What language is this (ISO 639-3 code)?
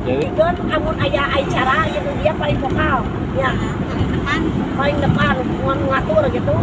sun